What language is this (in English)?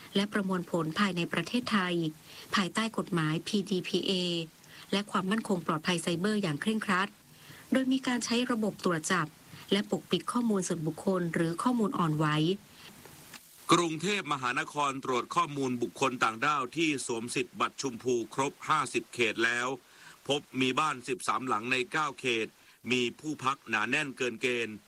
Thai